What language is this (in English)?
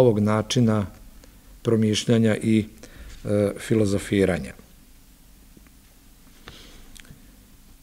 Serbian